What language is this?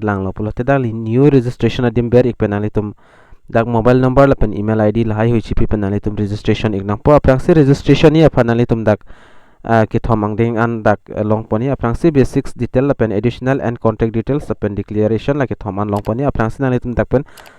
Karbi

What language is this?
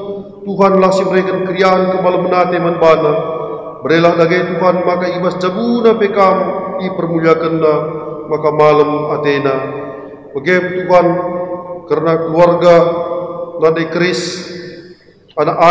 Batak Karo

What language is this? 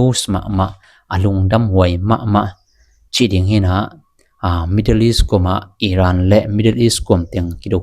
Tedim Chin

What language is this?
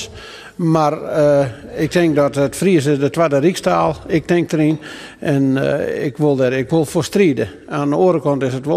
Western Frisian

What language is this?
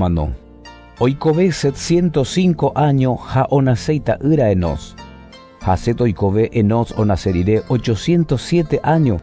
Guarani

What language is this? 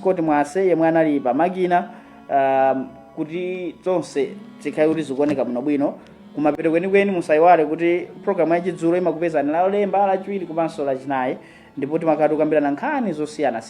Nyanja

